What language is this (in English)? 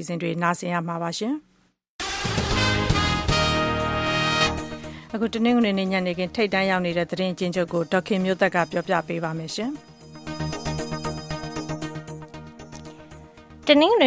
Burmese